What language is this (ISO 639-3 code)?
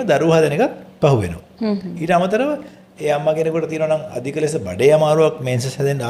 sin